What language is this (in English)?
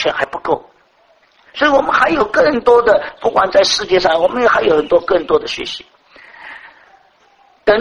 Chinese